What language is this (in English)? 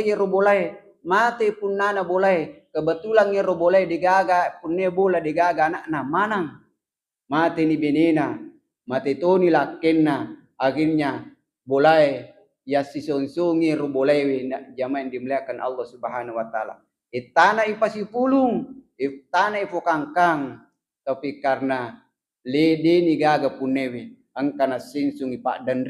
Buginese